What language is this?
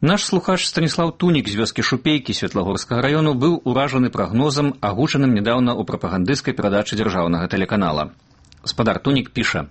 Belarusian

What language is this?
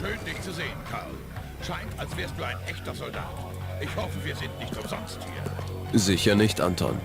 Bavarian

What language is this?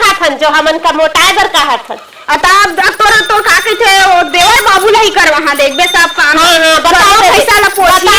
Chhattisgarhi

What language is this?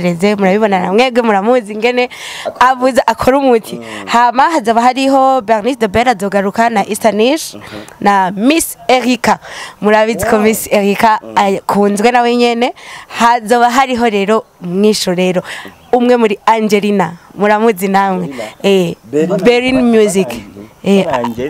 Rundi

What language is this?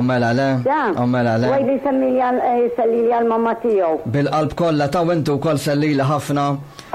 Maltese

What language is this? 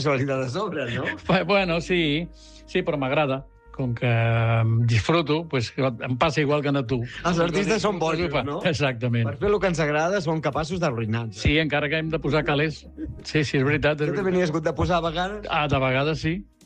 Catalan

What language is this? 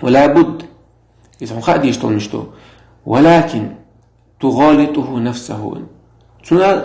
Chechen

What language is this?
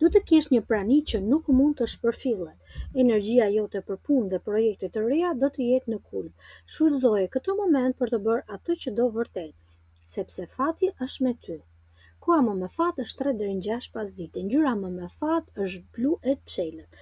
Albanian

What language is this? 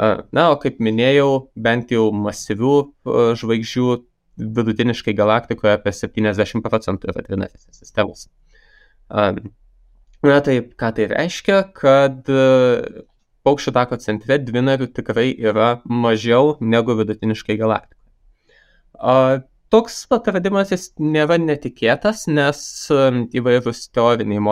Lithuanian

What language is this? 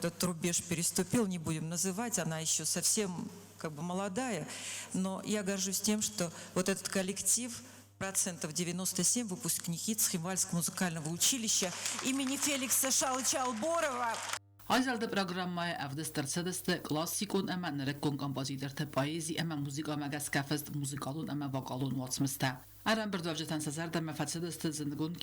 Ossetic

